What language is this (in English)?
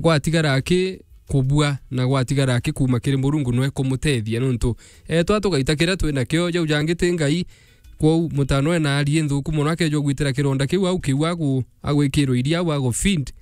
Meru